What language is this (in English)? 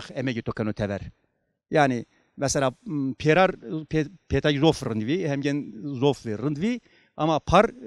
Zaza